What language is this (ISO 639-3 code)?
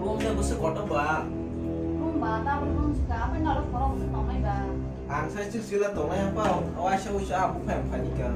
trp